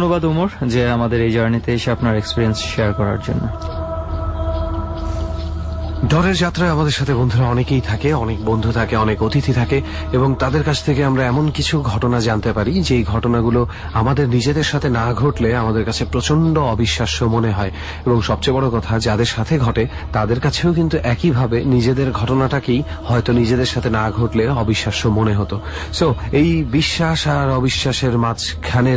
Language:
Bangla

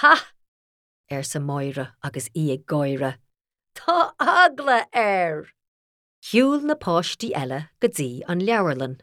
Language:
Irish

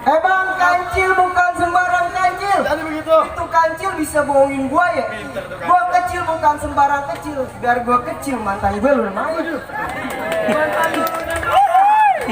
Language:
Betawi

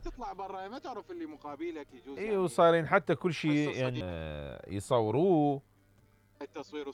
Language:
Mesopotamian Arabic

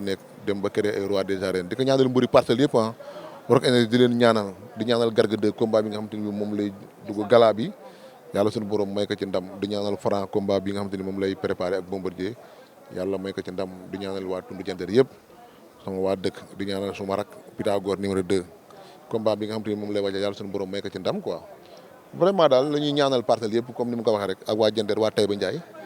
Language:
Wolof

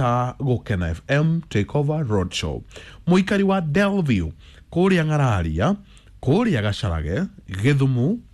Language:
Kikuyu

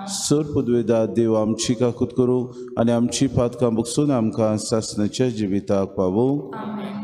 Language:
Konkani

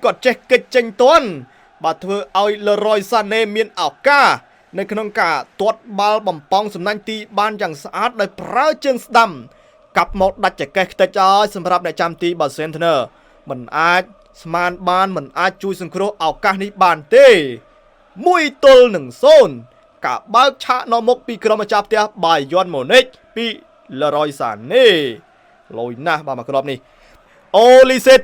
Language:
Khmer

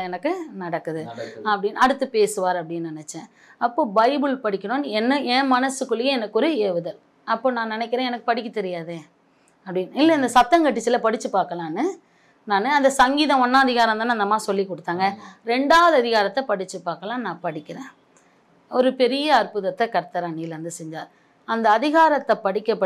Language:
Tamil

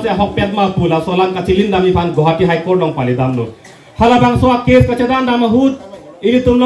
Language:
Karbi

